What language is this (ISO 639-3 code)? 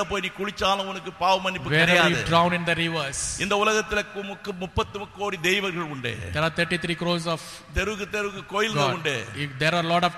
tam